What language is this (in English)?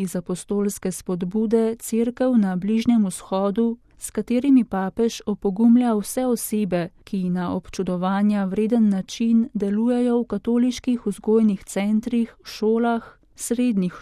Slovenian